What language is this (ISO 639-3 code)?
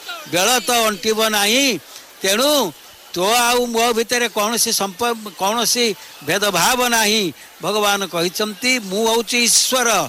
ori